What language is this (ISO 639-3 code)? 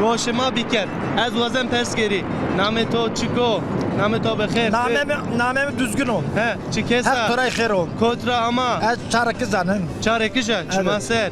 zza